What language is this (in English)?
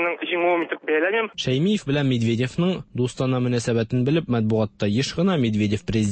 Tatar